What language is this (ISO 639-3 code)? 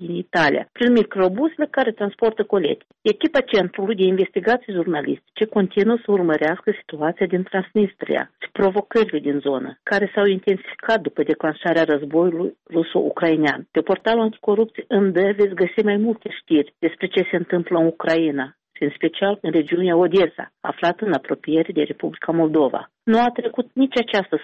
ron